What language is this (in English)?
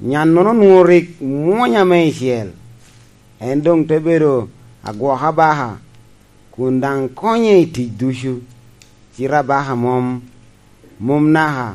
Lango (Uganda)